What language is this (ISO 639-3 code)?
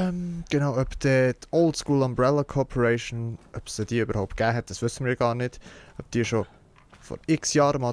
gsw